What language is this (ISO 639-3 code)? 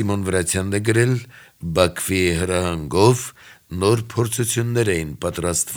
hye